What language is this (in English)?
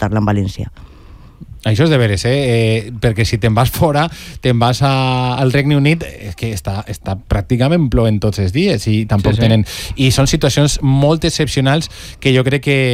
Catalan